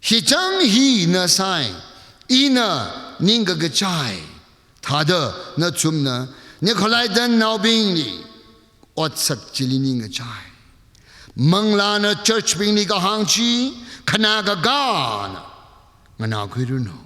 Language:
Tangkhul Naga (India)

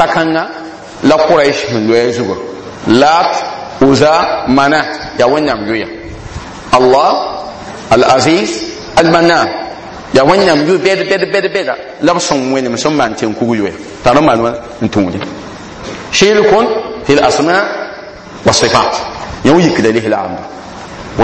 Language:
Mossi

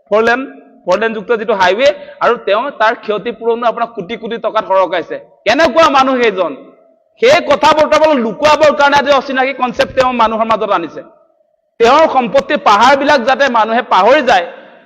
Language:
Assamese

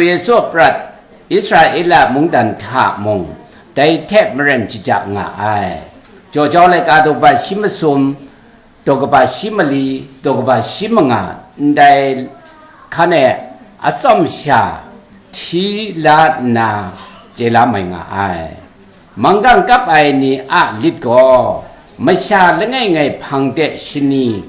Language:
Kachin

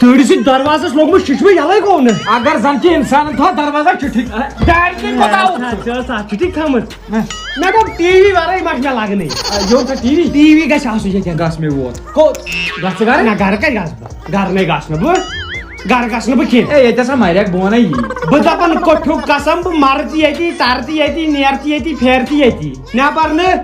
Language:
Kashmiri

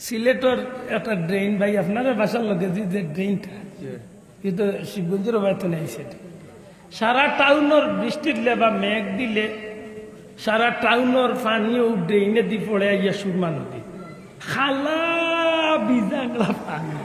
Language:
Sylheti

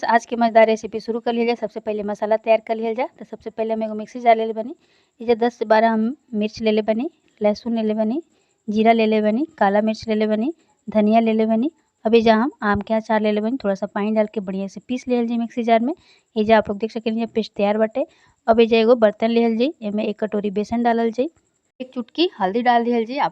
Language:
Bhojpuri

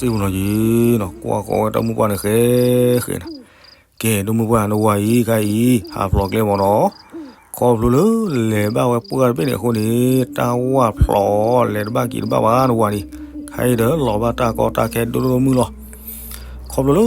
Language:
S'gaw Karen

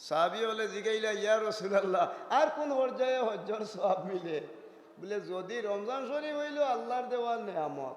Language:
Sylheti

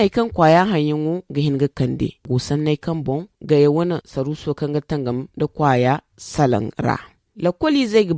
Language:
Zarma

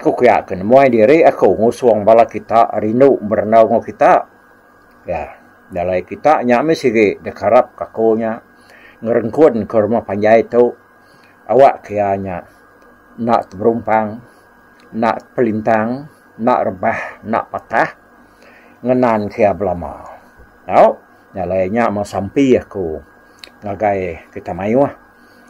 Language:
Iban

